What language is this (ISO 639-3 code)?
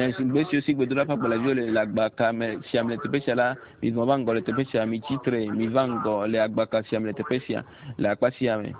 ewe